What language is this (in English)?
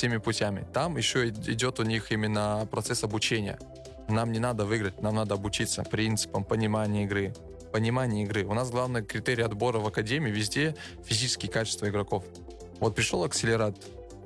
Russian